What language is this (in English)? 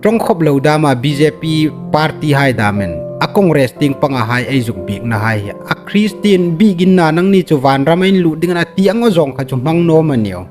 Hmar